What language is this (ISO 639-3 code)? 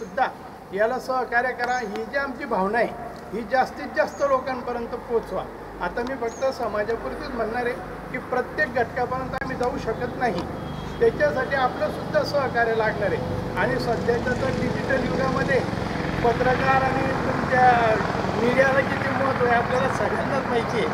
mar